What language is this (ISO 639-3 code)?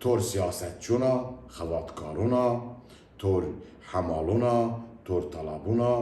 zza